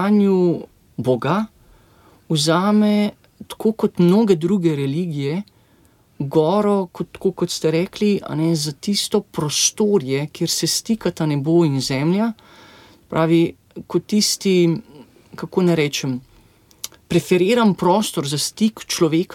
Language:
Slovenian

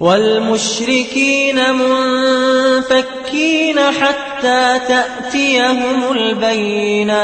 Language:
Maranao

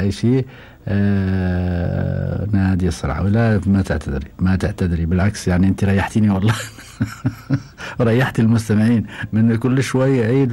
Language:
Gulf Arabic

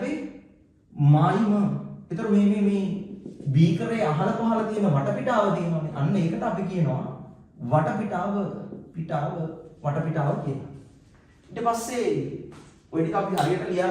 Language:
Sinhala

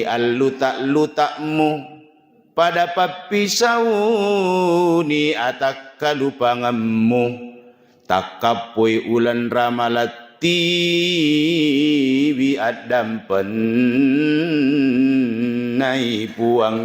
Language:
Buginese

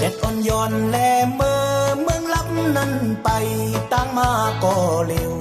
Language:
Shan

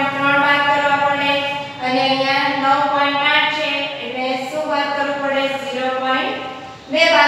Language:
Gujarati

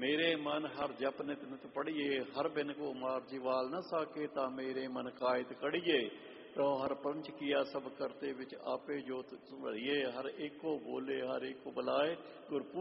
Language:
Punjabi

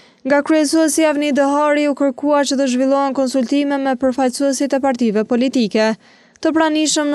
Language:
Albanian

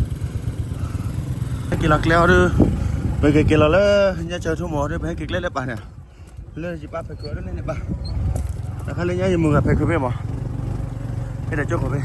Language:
S'gaw Karen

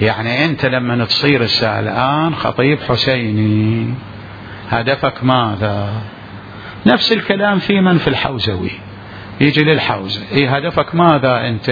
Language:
Mesopotamian Arabic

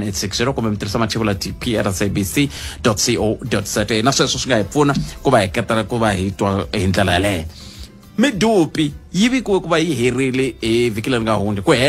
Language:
Tsonga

